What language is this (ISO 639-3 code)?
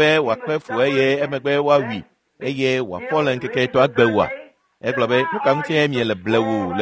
ewe